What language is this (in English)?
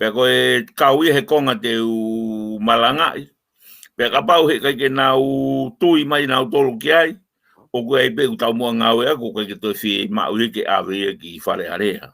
Tongan